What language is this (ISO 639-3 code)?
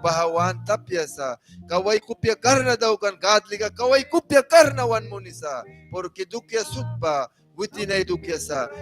miq